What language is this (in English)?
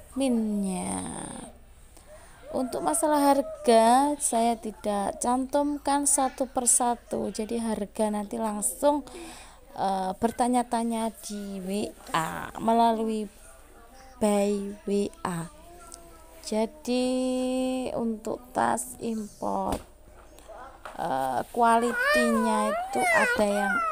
Indonesian